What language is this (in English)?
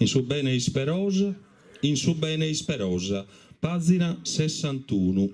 Sardinian